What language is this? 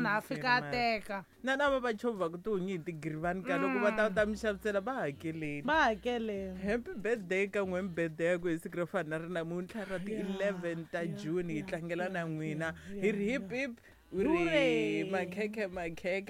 Tsonga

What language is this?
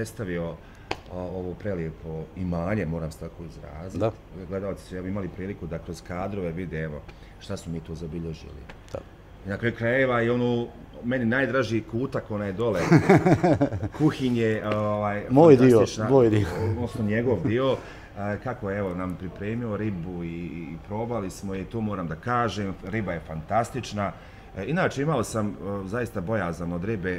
Bosnian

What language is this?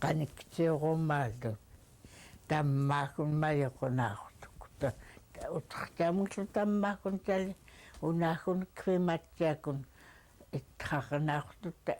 Central Yupik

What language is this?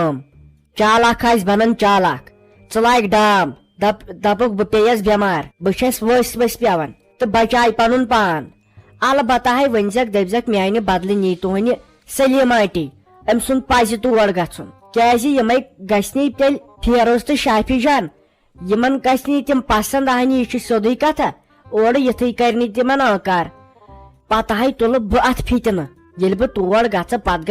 Kashmiri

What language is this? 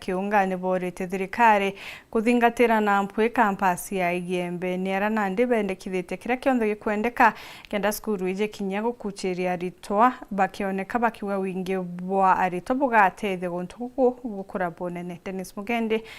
Meru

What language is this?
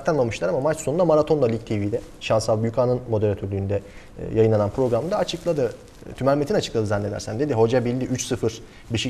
Turkish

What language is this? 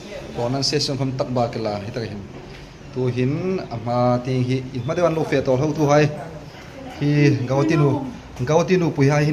Hmar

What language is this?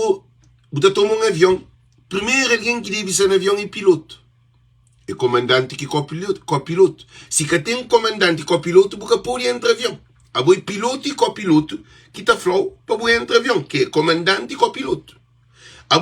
Kabuverdianu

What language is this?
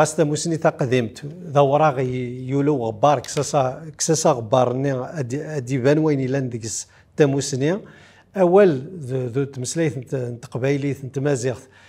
Kabyle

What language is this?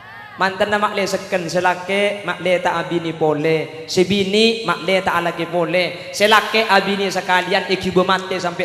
Madurese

